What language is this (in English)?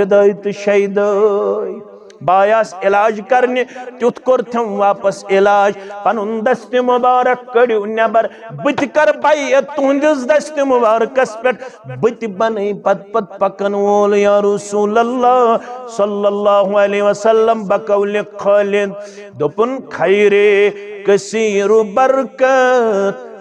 Kashmiri